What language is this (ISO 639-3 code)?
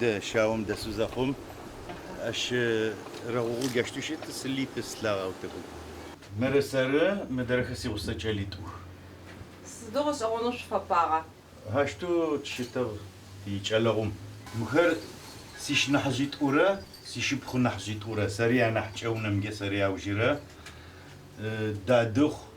ady